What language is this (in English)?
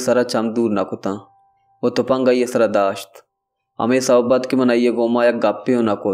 Baluchi